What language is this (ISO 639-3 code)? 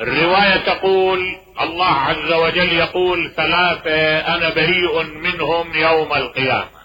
acm